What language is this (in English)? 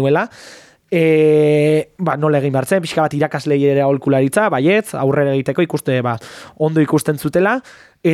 Basque